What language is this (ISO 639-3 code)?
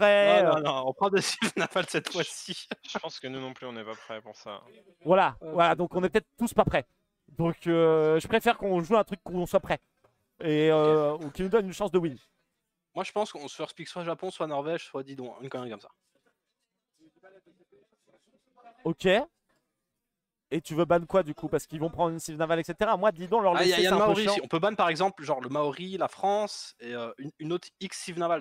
fra